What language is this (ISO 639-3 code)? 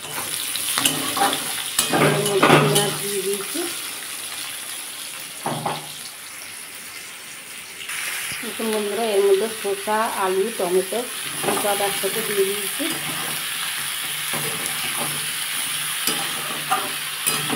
ben